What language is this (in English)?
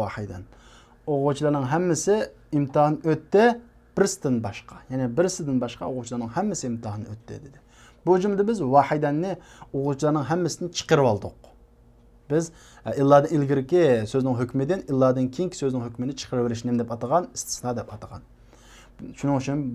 Uyghur